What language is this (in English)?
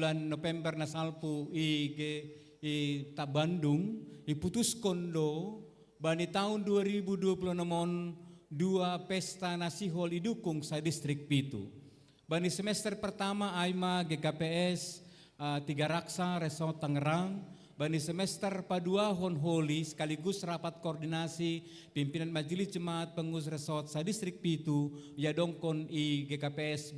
Batak Simalungun